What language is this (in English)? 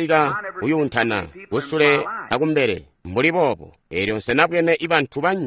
Tonga (Zambia)